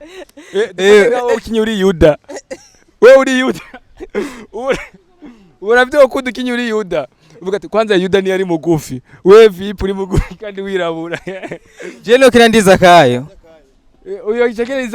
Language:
Rundi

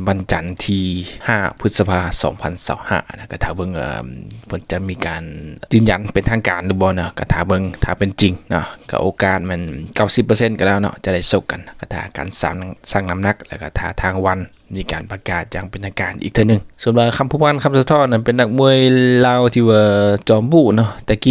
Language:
Lao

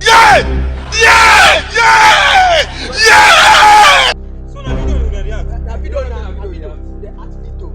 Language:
Nigerian Pidgin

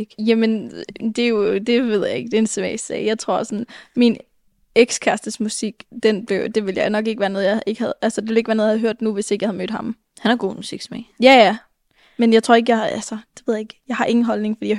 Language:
Danish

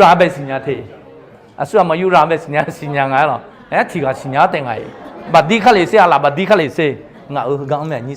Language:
Akha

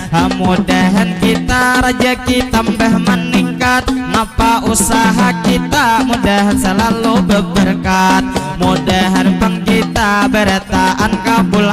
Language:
Banjar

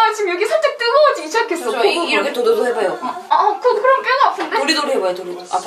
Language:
Korean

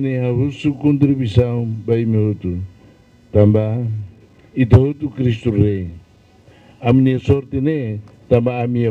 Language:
Tetum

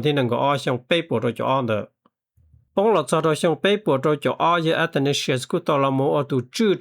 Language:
Hmong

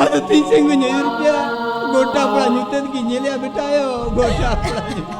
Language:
Santali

